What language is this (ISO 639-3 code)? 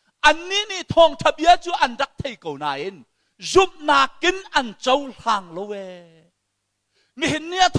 cnh